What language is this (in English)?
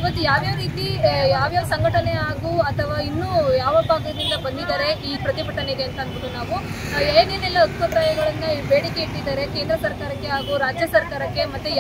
Kannada